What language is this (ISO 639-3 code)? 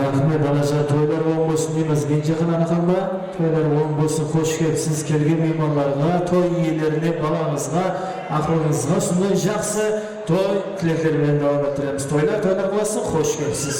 kaa